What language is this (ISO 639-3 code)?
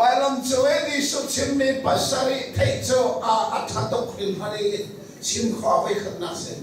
cnh